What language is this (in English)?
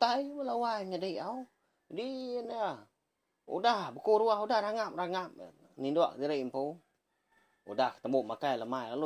Iban